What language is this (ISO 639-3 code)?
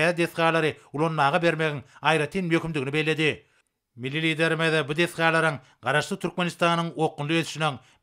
tuk